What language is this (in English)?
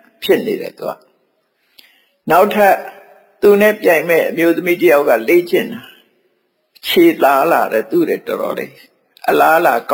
Burmese